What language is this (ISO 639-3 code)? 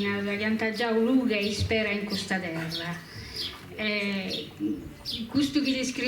srd